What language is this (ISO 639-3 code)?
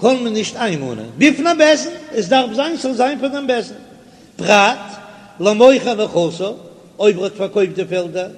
yid